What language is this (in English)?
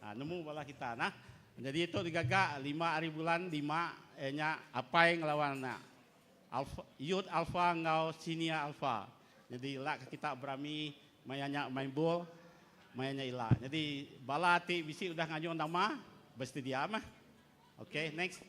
Iban